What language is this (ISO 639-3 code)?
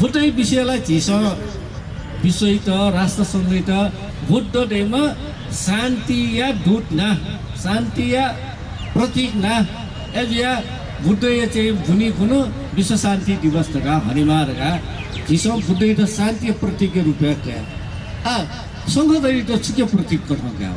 new